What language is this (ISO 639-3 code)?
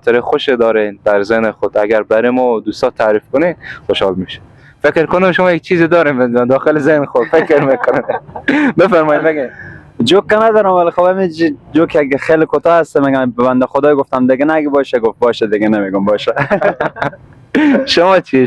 fas